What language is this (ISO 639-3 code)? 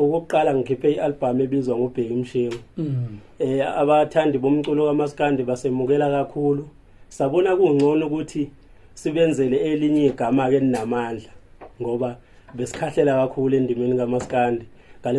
zul